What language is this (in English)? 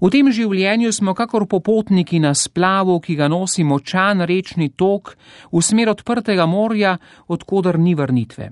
Slovenian